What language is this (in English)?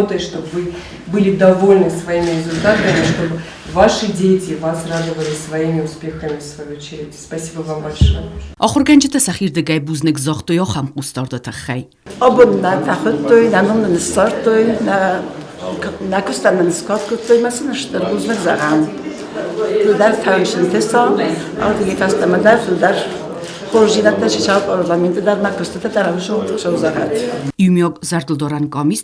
Ossetic